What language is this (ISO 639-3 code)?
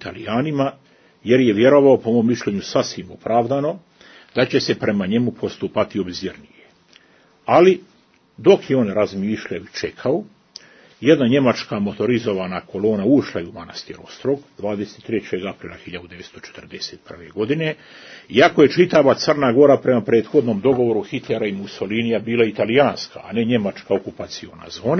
srp